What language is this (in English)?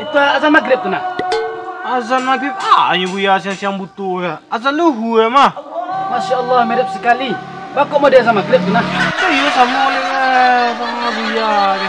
Minangkabau